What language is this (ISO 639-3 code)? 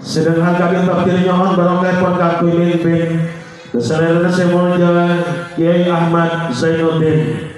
mad